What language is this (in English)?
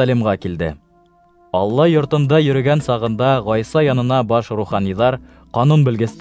Bashkir